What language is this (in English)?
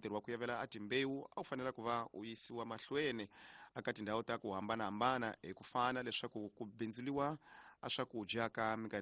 Tsonga